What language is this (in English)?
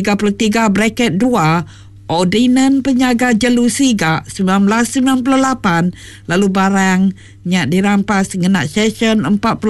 Iban